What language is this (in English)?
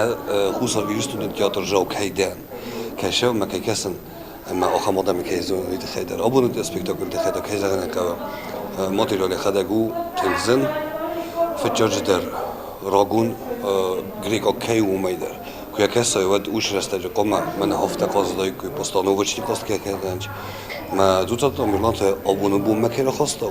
Ossetic